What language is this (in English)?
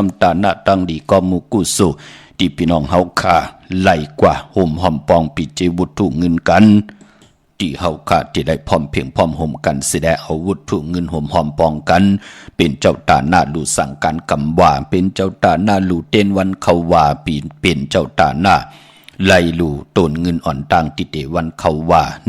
Shan